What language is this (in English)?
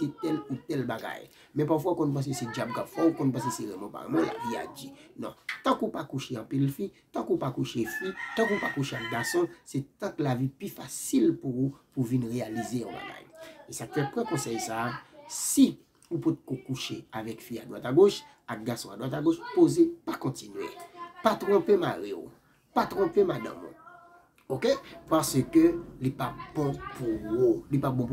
Haitian Creole